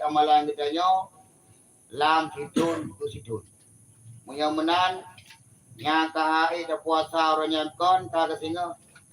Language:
Achinese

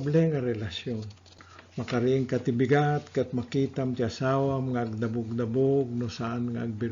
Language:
Iloko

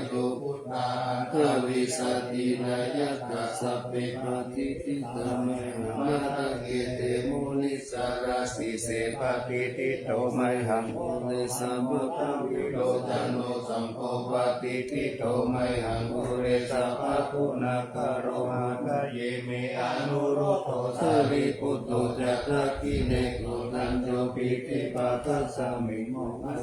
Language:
Pali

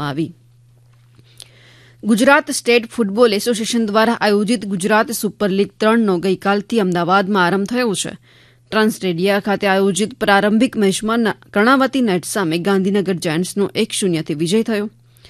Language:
Gujarati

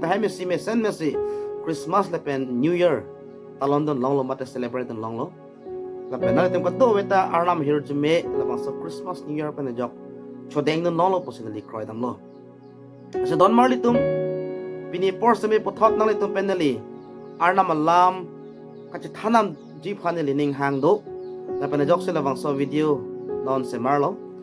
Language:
Karbi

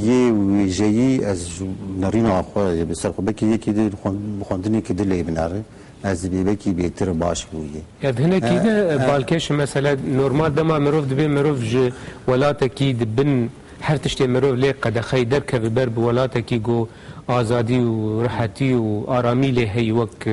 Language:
Kurdish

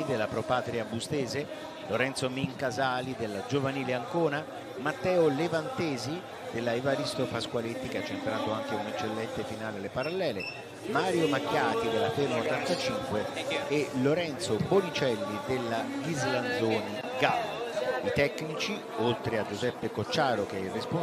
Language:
Italian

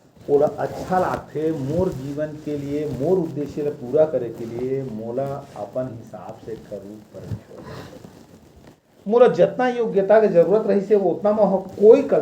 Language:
Chhattisgarhi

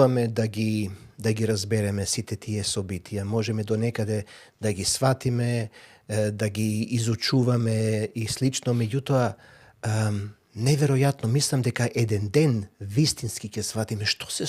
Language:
Macedonian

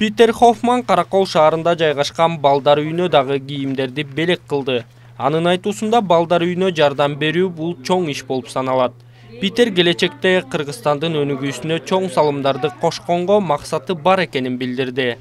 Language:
Kyrgyz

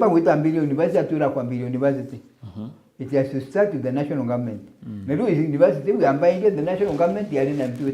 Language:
Meru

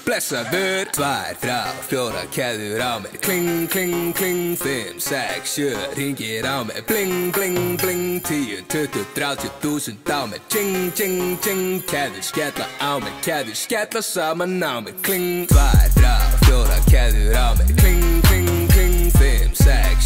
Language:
Icelandic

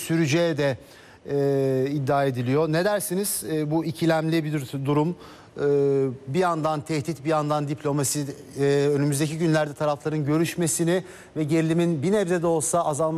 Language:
Turkish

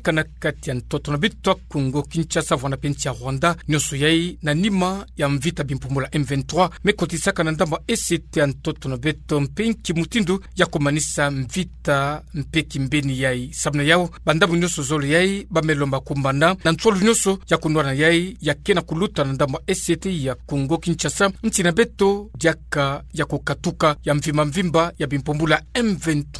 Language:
Kituba (Democratic Republic of Congo)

